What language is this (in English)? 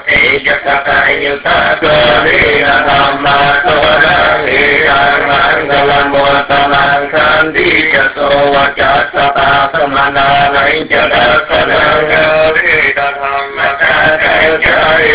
Vietnamese